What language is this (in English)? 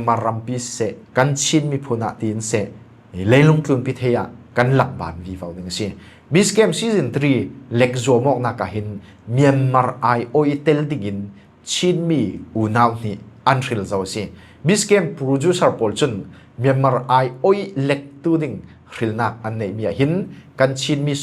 Falam Chin